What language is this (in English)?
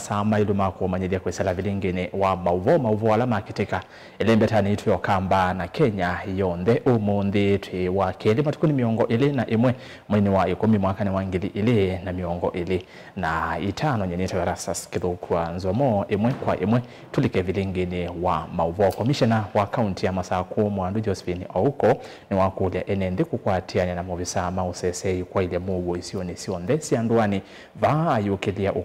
Kamba